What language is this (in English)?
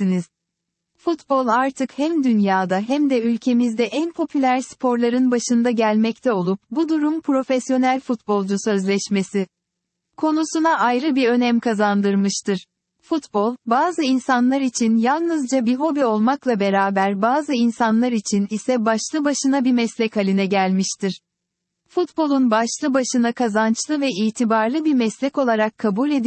Turkish